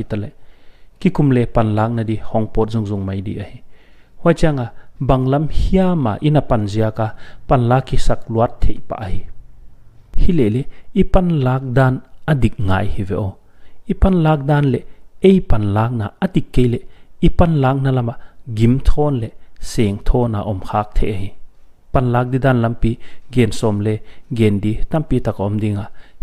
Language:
Paite Chin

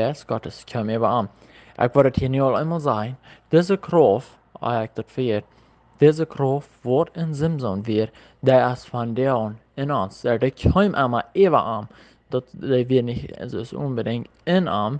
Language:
Plautdietsch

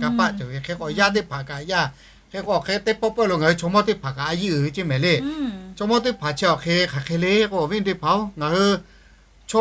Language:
Lahu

